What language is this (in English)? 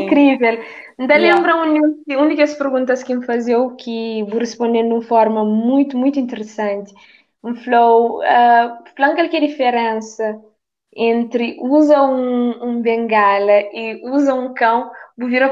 Kabuverdianu